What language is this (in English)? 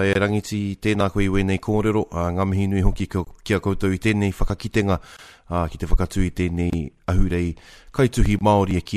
Māori